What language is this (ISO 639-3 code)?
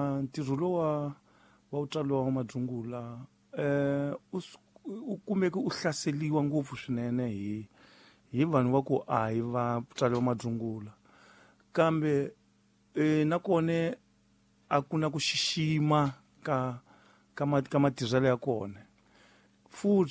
tso